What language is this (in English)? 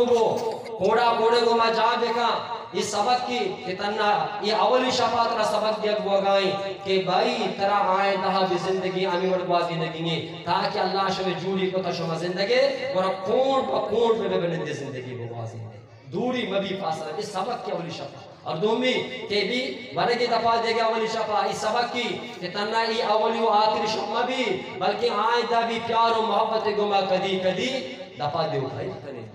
Eastern Balochi